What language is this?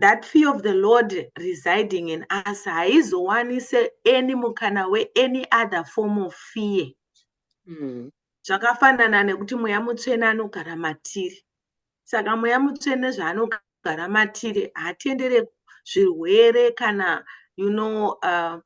Shona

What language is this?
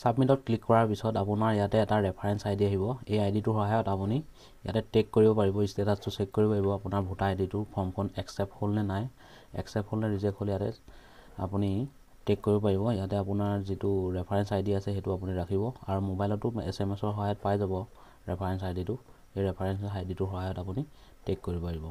Assamese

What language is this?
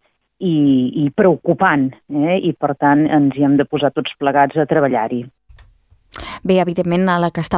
Catalan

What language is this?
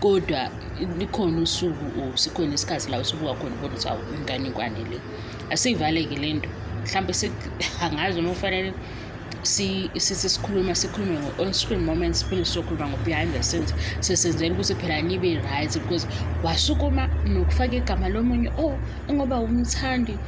Zulu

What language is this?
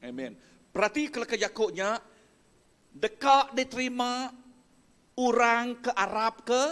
Iban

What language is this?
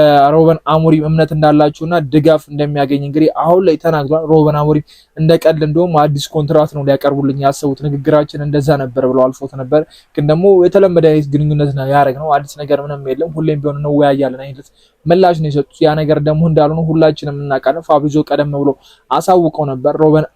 Amharic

